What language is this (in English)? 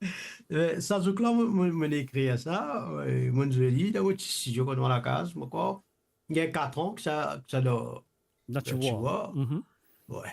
Morisyen